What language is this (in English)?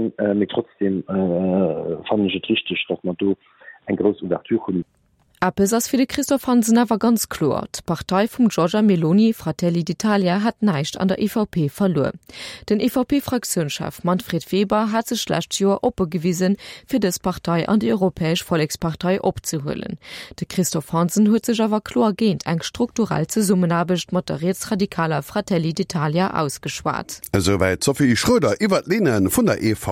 Luxembourgish